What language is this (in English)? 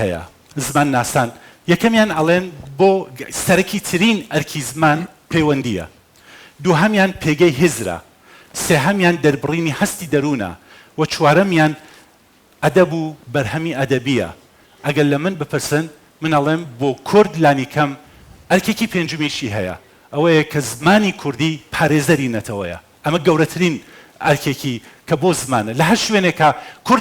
Central Kurdish